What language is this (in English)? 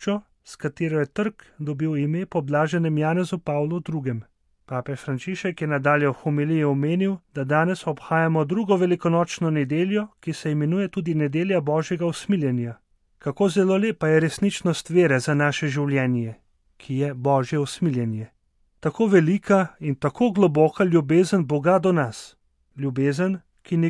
Slovenian